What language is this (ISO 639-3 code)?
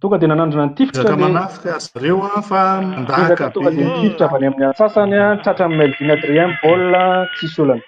mlg